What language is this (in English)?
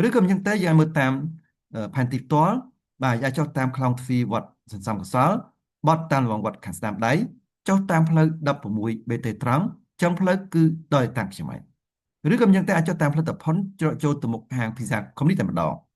Khmer